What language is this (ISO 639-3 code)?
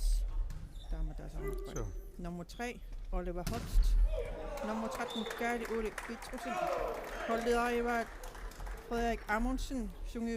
kal